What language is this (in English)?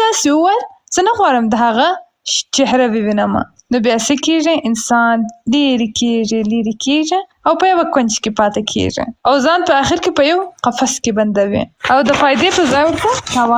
Pashto